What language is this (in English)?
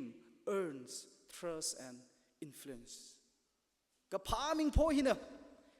Tangkhul Naga (India)